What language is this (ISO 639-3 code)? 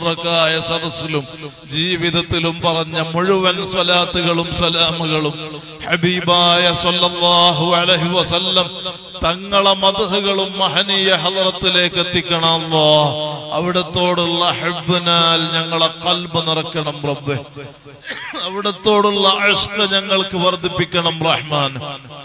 mal